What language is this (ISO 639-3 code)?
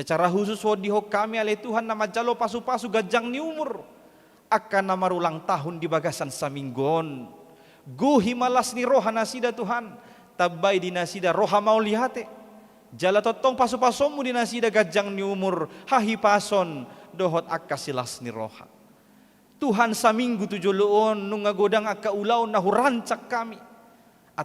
bbc